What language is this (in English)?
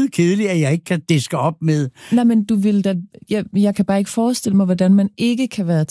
Danish